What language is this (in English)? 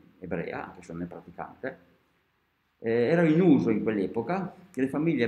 Italian